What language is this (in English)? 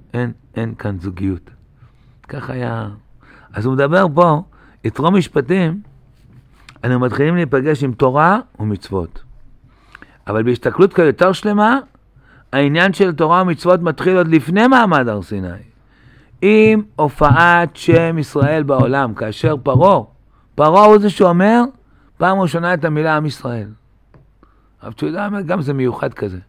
Hebrew